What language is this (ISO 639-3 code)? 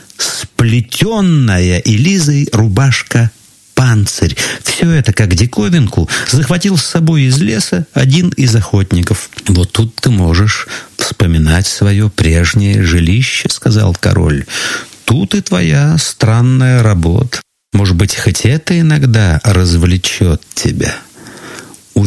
rus